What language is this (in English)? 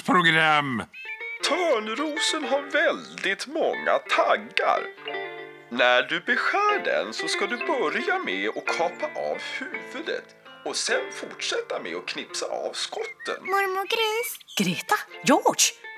Swedish